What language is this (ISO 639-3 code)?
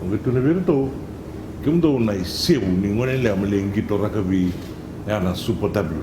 fij